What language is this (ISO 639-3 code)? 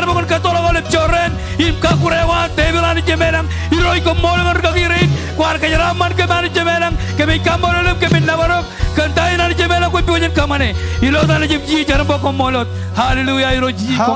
mah